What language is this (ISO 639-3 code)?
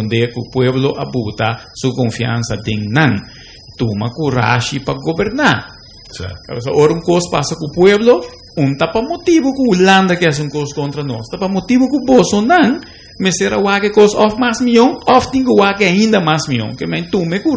pap